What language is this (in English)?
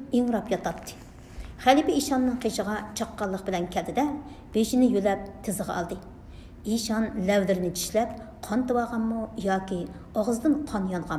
Uyghur